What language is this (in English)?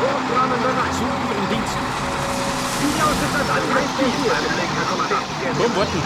Bavarian